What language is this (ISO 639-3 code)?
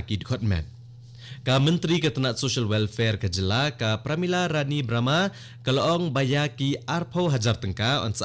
kha